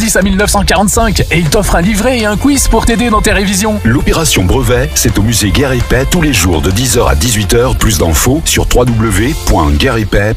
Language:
French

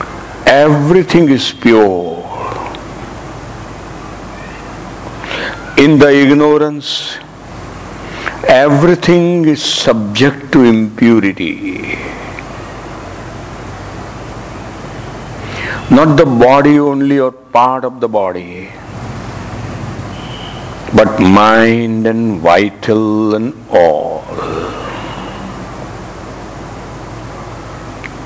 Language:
Gujarati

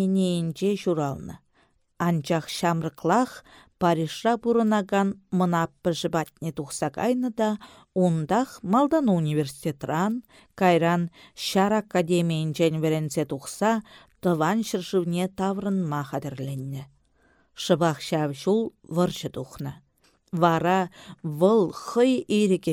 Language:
Chuvash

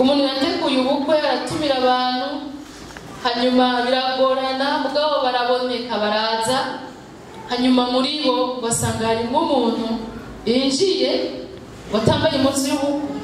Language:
Rundi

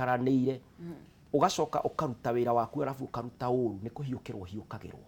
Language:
Kikuyu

